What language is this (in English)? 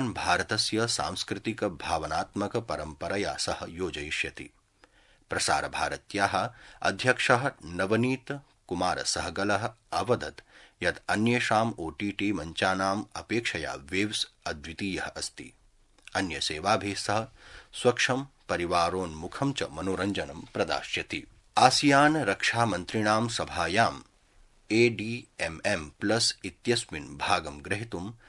Sanskrit